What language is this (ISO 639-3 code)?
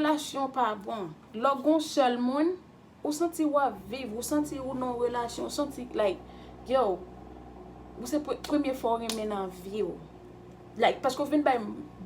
hat